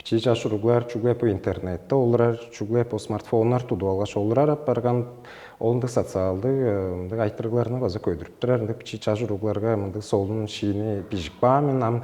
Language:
Tuvinian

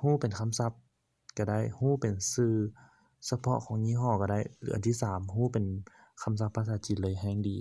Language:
Lao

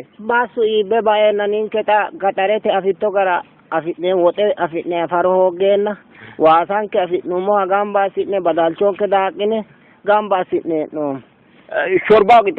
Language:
Sidamo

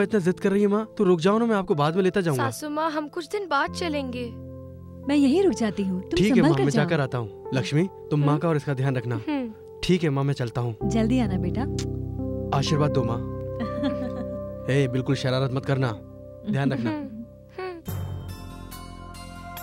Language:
Hindi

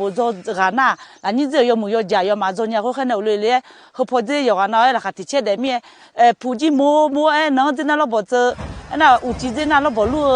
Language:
Akha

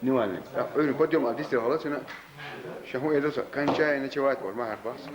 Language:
Chechen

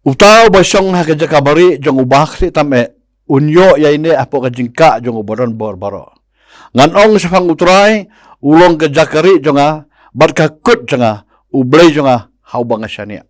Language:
Khasi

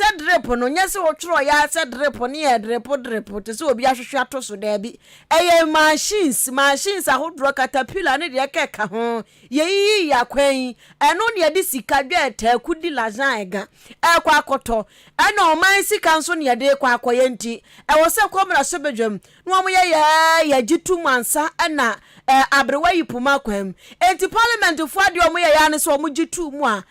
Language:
Akan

